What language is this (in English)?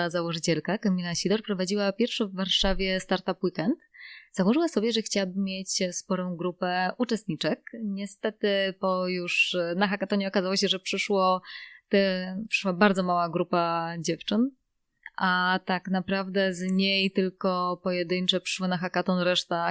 Polish